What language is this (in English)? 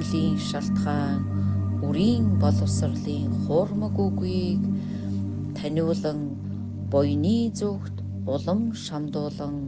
Mongolian